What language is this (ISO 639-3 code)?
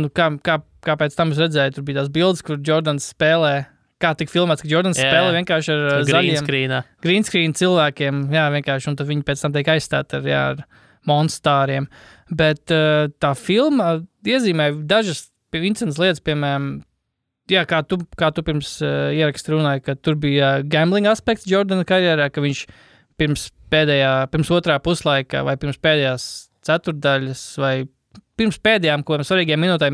lav